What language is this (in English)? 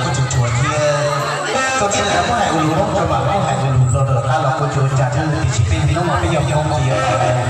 Hmong